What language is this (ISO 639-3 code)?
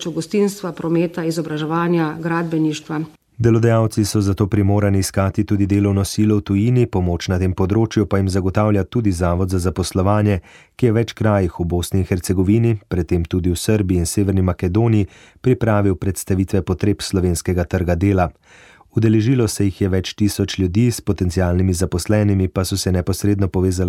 slv